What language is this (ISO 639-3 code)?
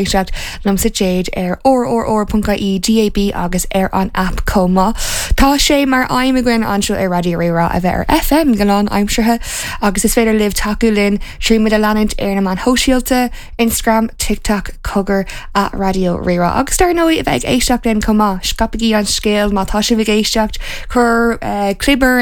gle